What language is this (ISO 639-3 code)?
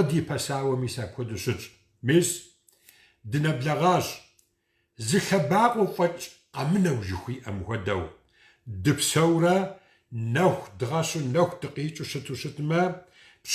kbd